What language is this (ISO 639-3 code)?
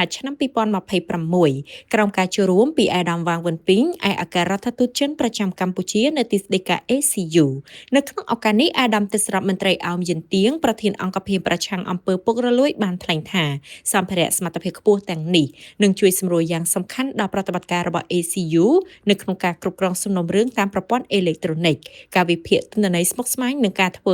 khm